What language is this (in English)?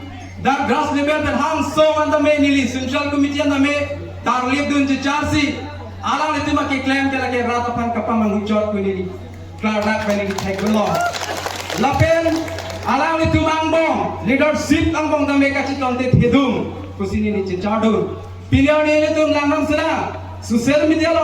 Karbi